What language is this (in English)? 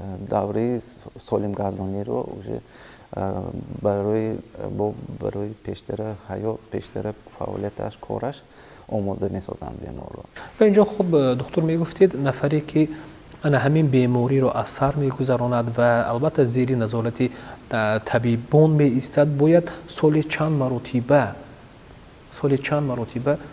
Tajik